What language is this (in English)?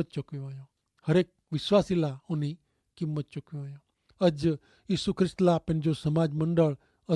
Kachhi